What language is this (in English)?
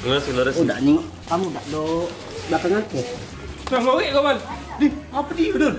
Musi